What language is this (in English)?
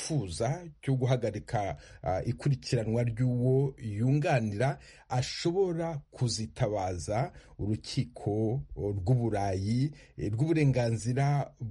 Kinyarwanda